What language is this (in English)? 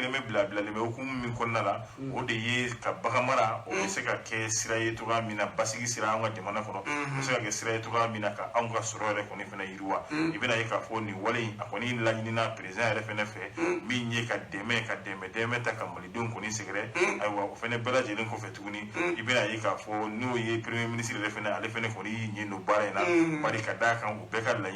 Bambara